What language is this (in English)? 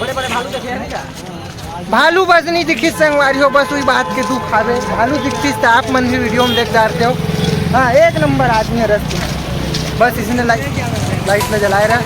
Chhattisgarhi